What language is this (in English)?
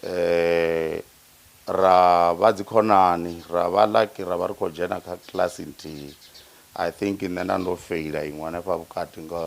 Venda